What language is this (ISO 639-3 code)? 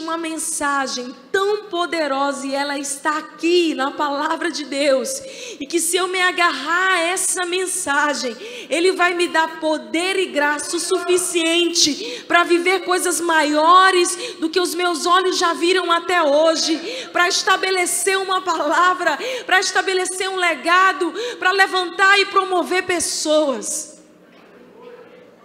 por